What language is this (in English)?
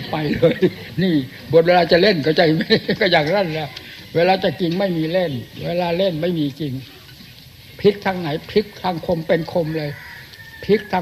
Thai